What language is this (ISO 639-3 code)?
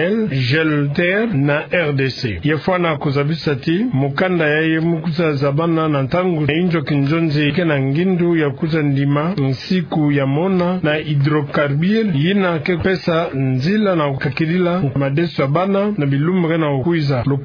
ktu